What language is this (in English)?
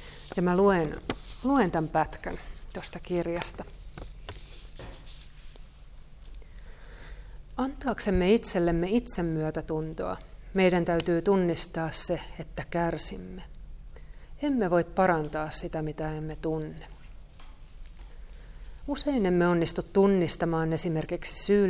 Finnish